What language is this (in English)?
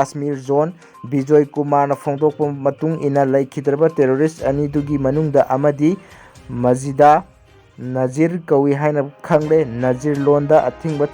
Manipuri